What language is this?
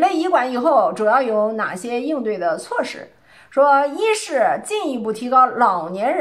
Chinese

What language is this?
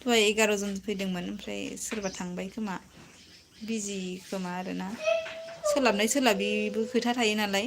Bodo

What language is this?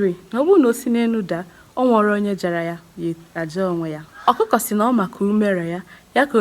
Igbo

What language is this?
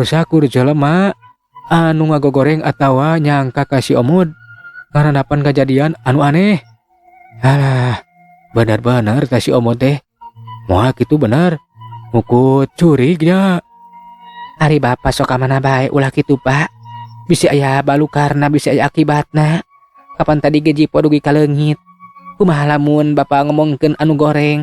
Sundanese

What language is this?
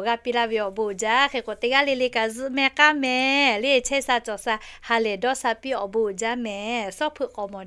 Lahu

